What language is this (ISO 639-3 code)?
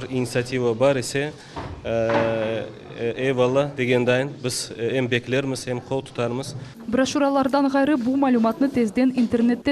crh